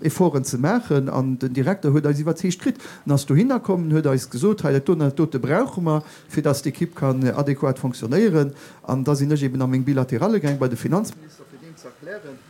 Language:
Luxembourgish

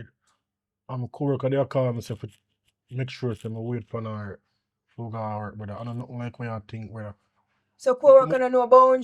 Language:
Jamaican Creole English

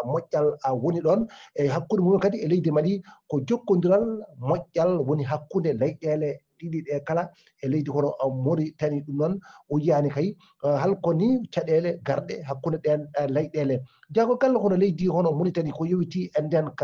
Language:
Fula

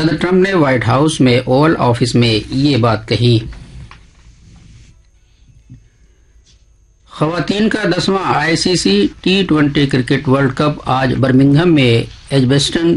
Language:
Urdu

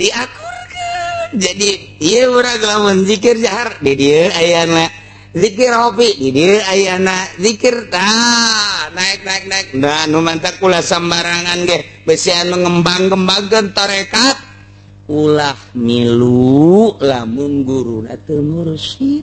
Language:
Sundanese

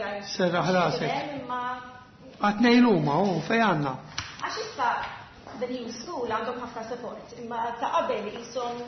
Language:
Maltese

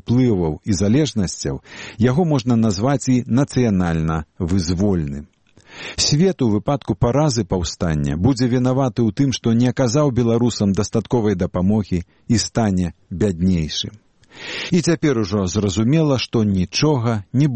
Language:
Belarusian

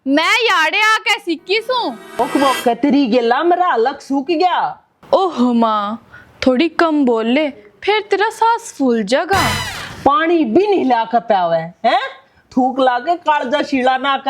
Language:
Haryanvi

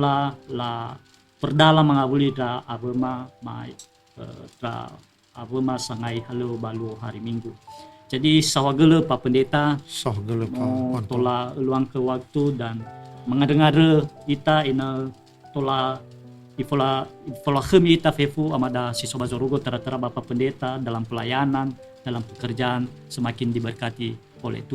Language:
Nias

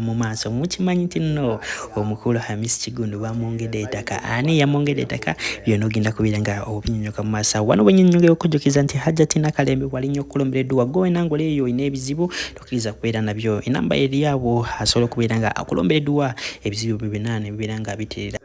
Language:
Ganda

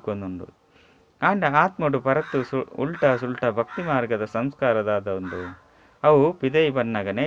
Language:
Tulu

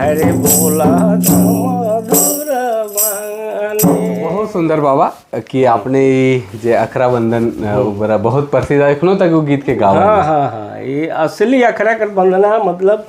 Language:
Sadri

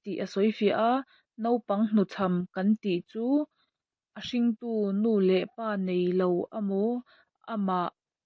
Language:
Mizo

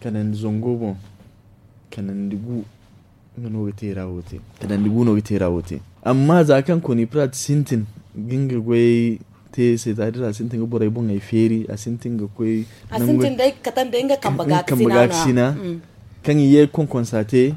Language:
Zarma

